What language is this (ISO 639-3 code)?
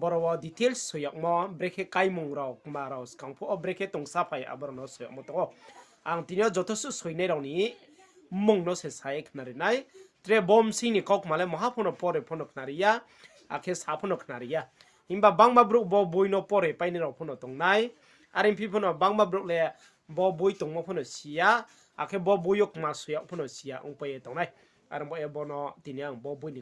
ria